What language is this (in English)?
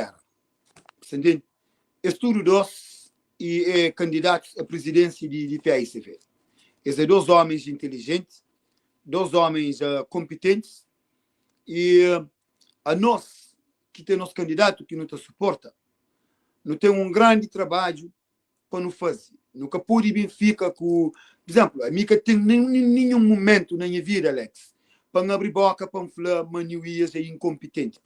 Kabuverdianu